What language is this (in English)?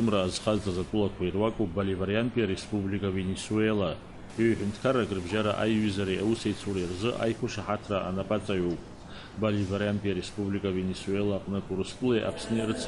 Abkhazian